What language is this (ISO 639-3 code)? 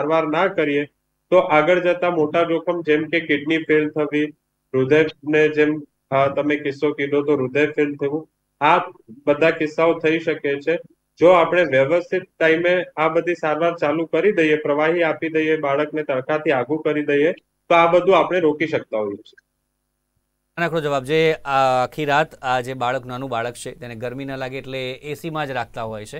guj